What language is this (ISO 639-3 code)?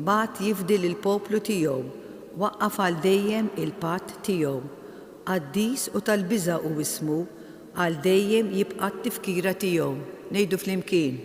mlt